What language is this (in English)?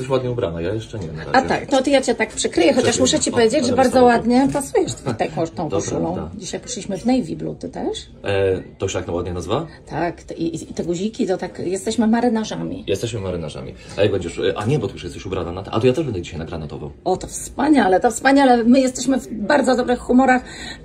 Polish